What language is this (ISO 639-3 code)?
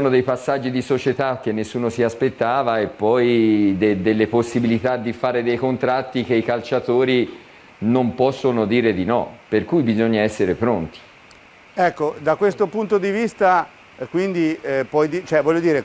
ita